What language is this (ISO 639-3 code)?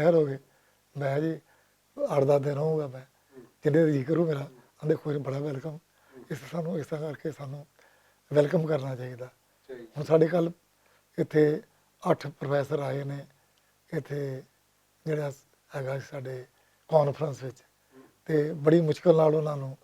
lah